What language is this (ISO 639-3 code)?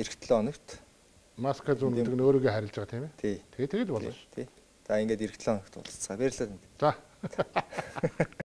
mon